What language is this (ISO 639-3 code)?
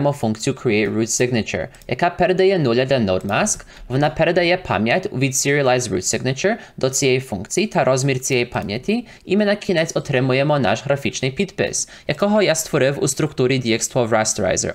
ukr